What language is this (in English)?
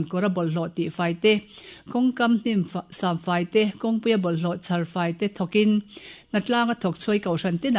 Mizo